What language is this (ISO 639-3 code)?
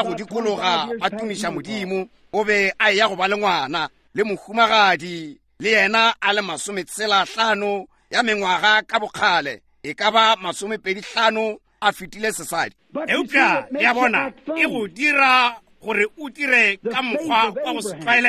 nso